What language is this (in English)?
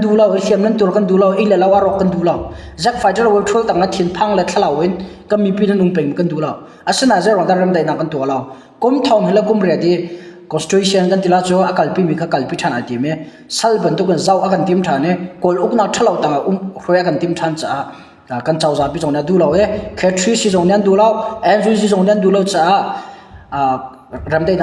Hakha Chin